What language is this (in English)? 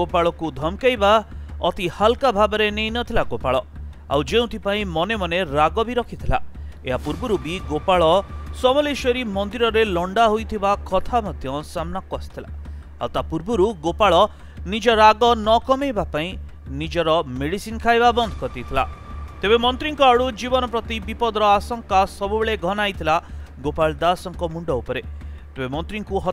Odia